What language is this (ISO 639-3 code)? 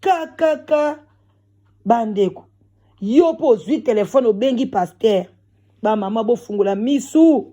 lin